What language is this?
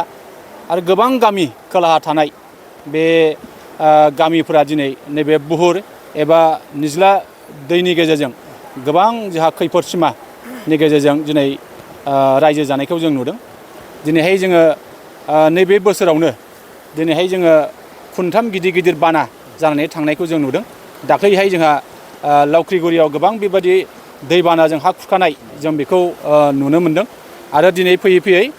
Bodo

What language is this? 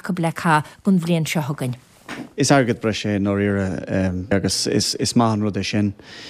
Irish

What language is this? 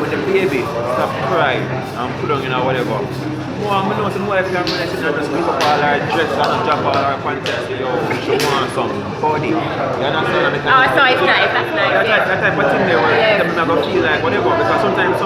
Jamaican Creole English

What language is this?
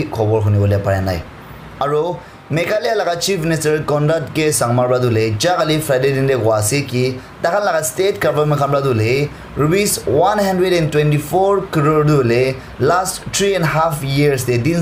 Naga Pidgin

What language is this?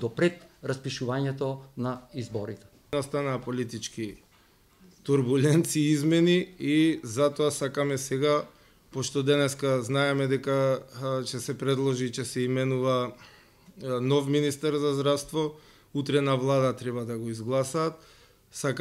Macedonian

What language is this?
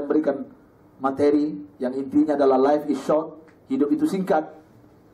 Indonesian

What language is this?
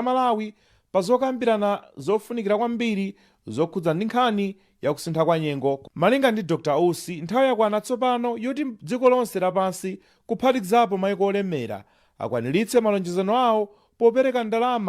Nyanja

